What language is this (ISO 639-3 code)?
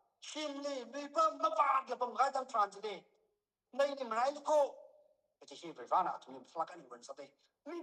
nmf